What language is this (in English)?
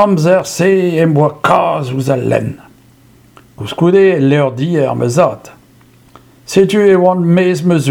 Breton